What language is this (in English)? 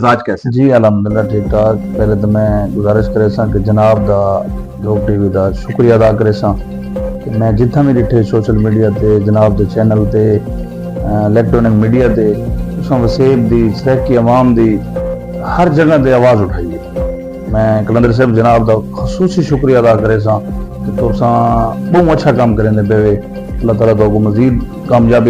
Saraiki